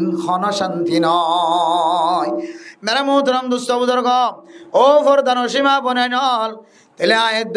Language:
Rohingya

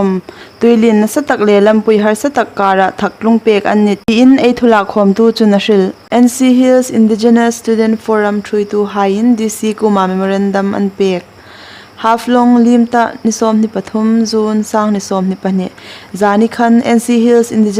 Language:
Hmar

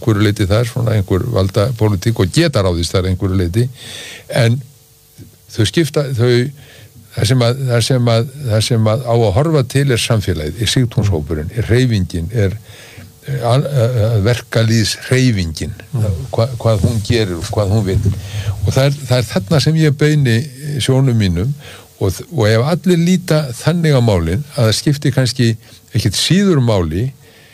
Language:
Icelandic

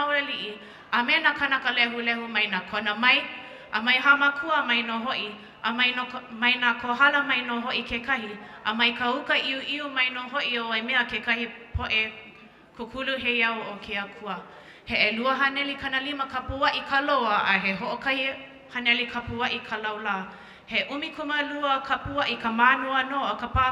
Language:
Hawaiian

